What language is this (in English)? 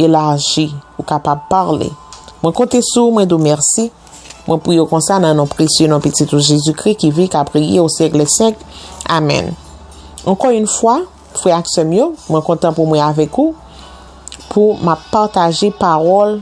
Haitian Creole